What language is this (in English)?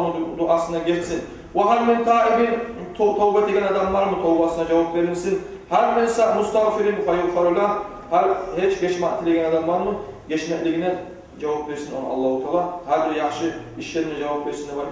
Kumyk